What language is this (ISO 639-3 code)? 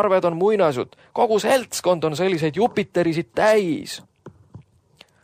est